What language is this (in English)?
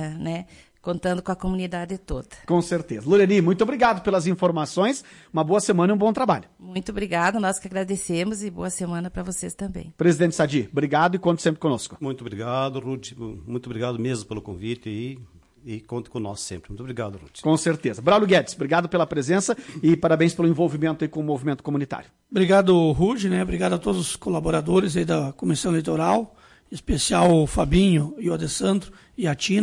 Portuguese